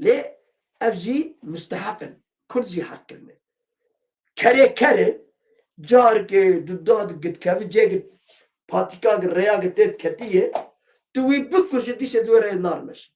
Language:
Kurdish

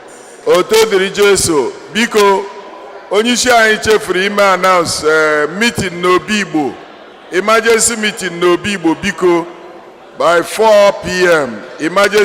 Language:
Igbo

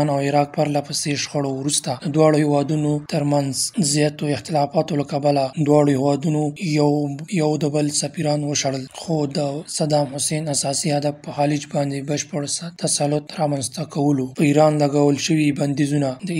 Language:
Pashto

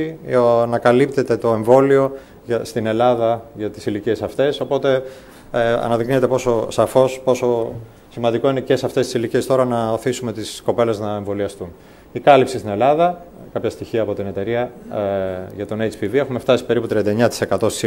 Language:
Greek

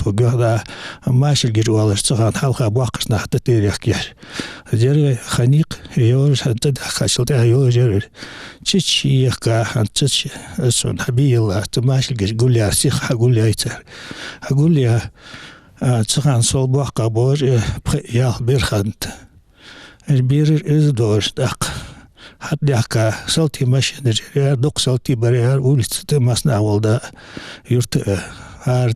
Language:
Ingush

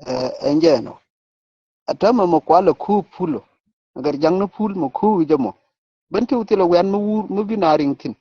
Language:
Nuer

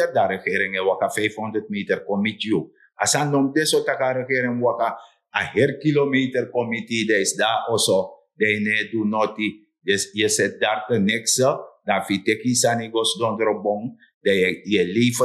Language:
Sranan Tongo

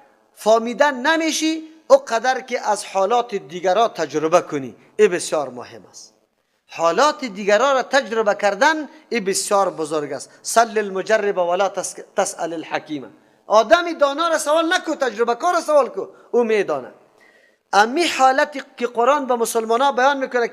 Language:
Persian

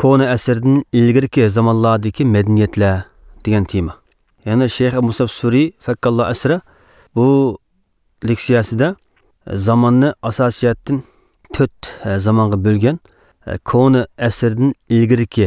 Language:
Uyghur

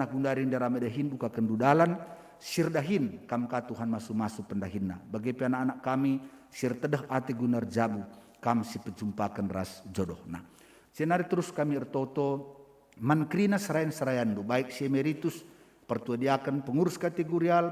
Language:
Batak Karo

